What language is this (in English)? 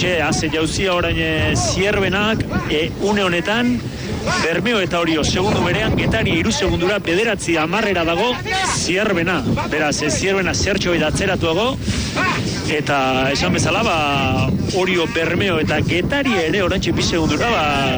Basque